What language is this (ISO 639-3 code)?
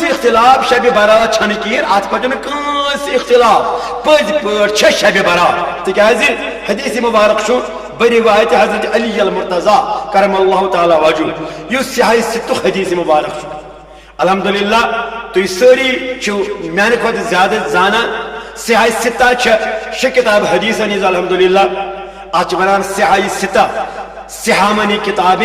kas